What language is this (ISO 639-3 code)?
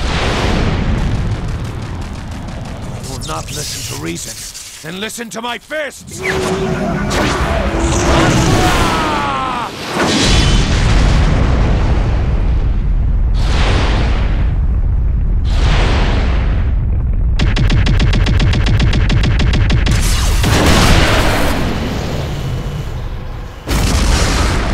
eng